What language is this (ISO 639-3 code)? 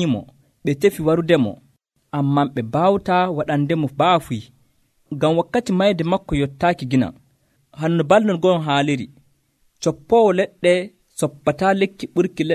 fuv